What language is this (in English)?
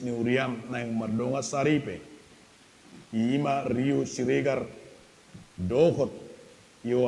Batak Toba